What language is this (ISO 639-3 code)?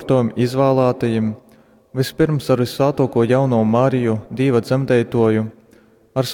ltg